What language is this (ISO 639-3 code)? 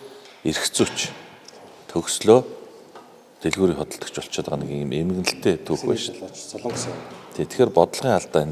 mon